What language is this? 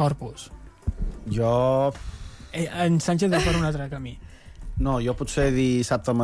Catalan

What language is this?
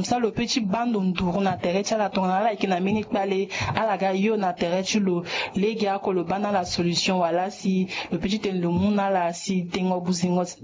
Sango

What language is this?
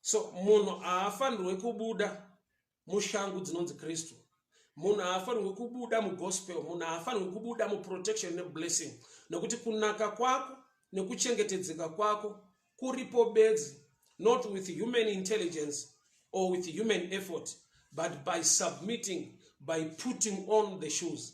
Shona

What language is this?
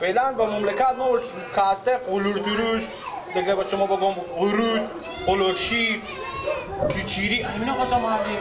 Persian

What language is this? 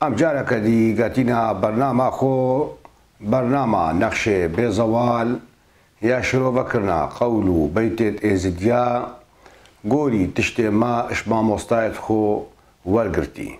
Kurdish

